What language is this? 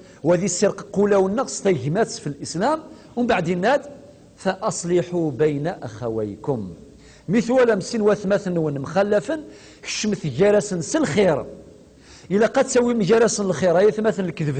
Kabyle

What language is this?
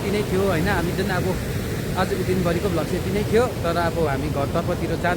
Nepali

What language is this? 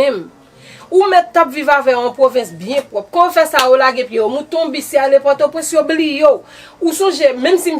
Haitian Creole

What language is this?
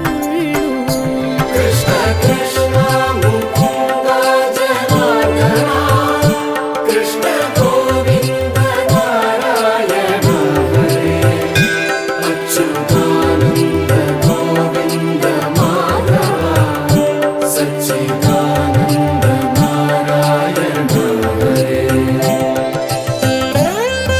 Malayalam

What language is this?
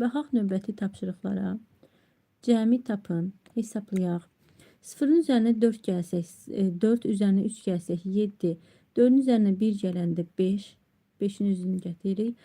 Azerbaijani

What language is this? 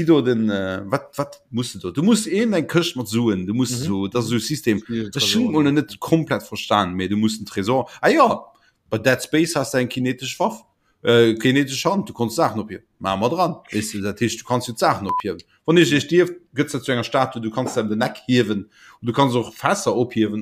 Luxembourgish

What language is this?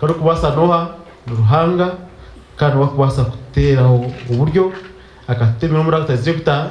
Nyankole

